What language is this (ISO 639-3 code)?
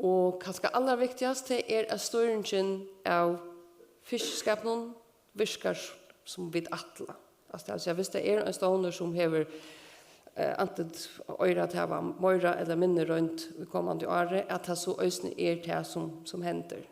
fao